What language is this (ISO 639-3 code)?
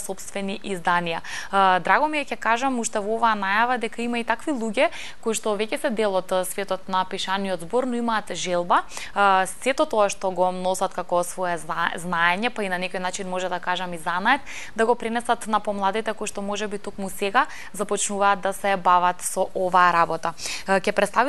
mkd